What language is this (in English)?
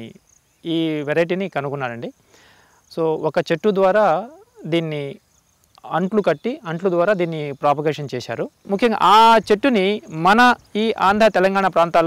Telugu